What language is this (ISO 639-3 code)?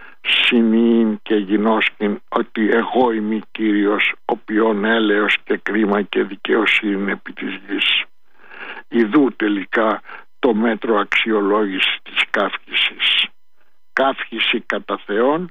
ell